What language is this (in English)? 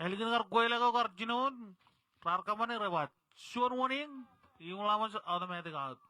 Marshallese